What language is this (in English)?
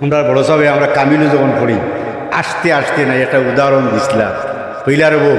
Sylheti